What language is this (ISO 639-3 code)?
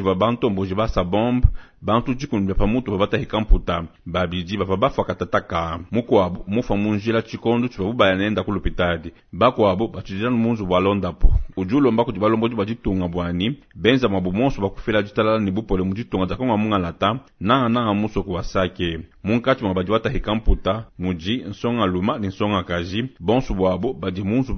lua